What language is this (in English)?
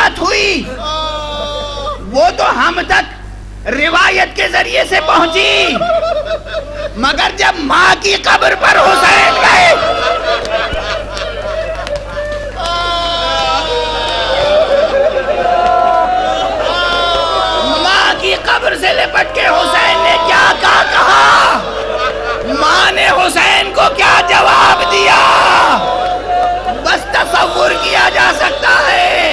Urdu